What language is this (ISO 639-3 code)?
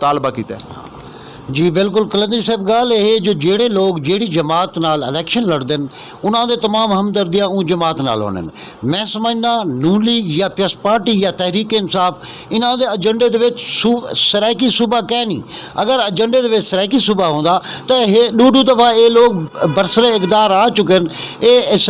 skr